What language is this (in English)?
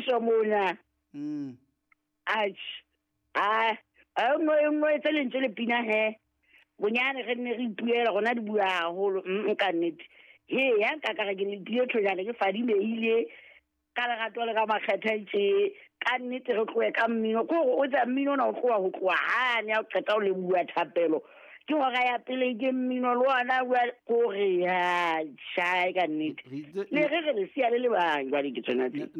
Southern Sotho